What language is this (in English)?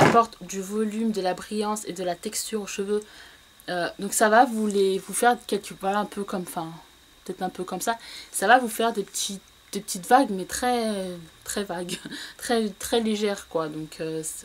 French